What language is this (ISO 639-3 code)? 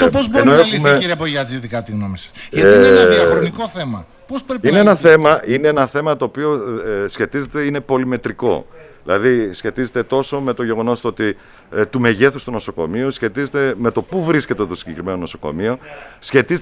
ell